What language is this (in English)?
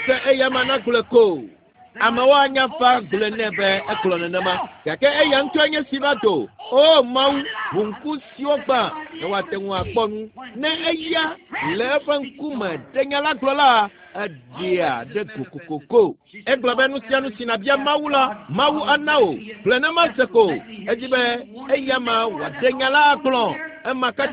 Ewe